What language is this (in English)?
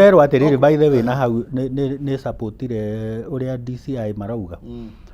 Kikuyu